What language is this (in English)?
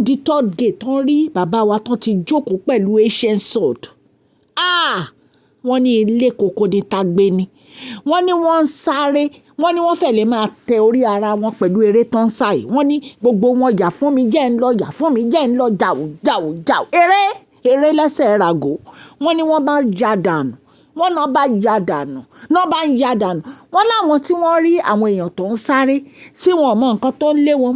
Yoruba